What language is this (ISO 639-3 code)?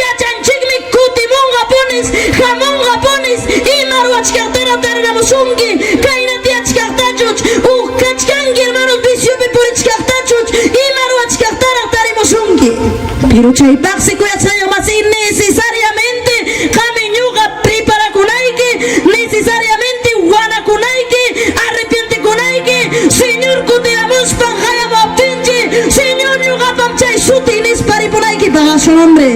quy